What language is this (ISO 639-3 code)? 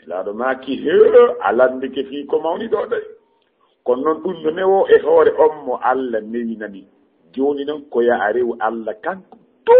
ful